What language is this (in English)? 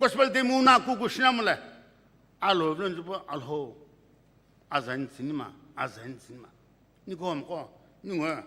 Sumi Naga